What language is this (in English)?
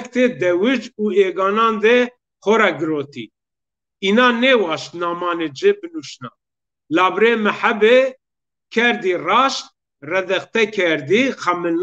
Zaza